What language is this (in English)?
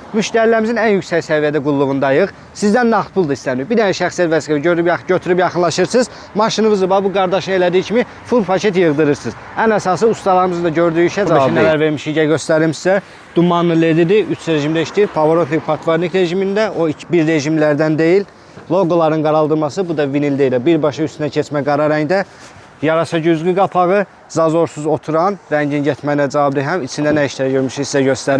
Azerbaijani